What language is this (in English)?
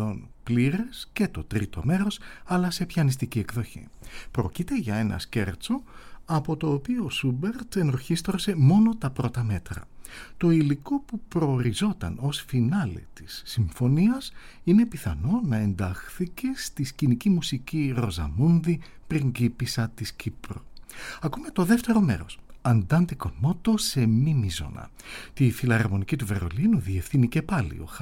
Greek